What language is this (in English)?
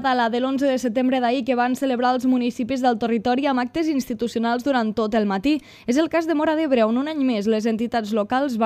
Catalan